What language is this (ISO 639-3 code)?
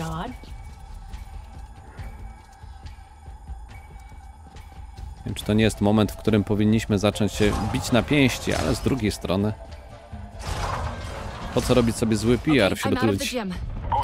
pol